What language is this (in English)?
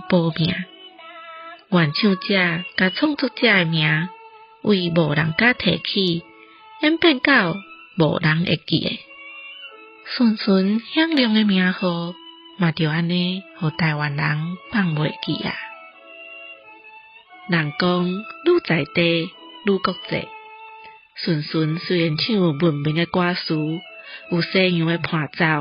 Min Nan Chinese